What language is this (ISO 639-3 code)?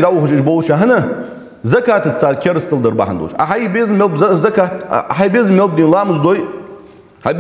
inh